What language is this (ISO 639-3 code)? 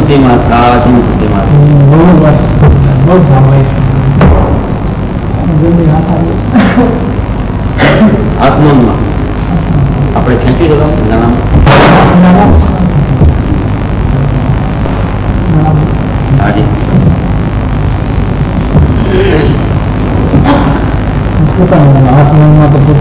guj